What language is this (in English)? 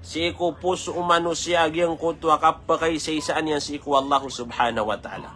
Maranao